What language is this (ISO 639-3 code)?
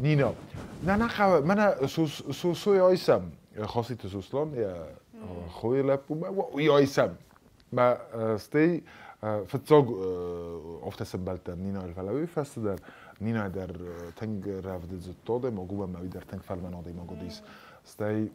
oss